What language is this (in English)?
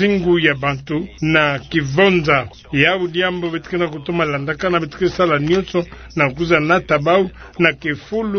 Kituba (Democratic Republic of Congo)